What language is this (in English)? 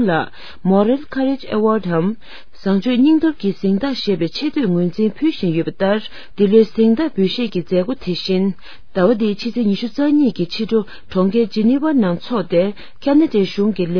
Tibetan